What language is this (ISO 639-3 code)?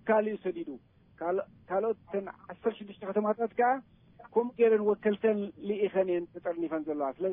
tir